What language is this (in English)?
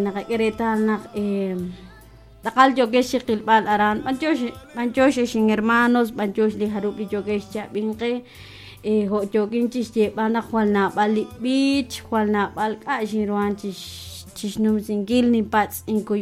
Kekchí